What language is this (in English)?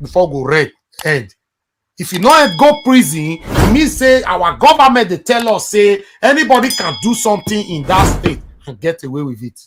Nigerian Pidgin